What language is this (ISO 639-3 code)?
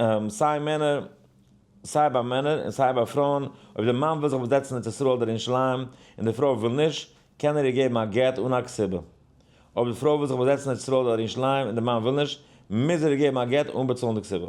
yid